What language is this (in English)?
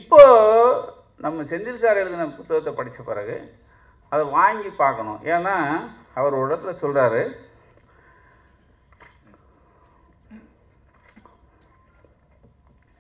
Tamil